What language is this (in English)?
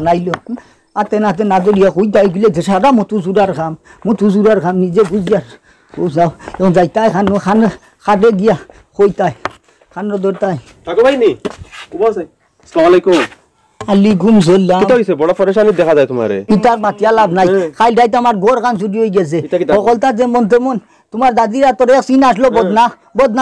Sylheti